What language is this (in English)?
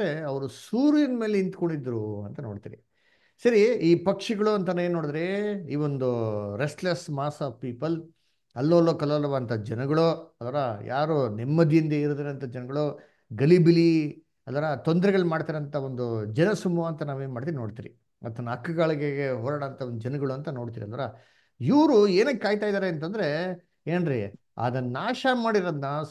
Kannada